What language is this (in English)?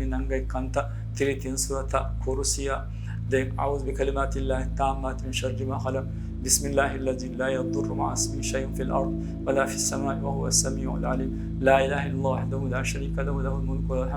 Divehi